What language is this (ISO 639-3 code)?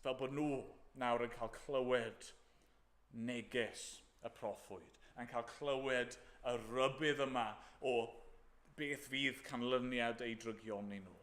cym